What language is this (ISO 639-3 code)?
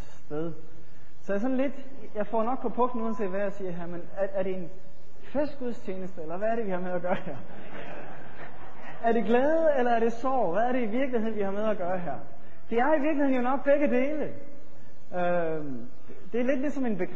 dan